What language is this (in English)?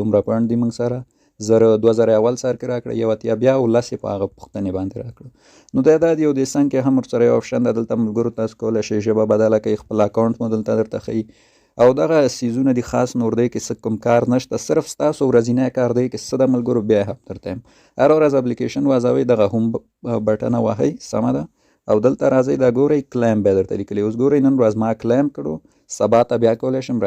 Pashto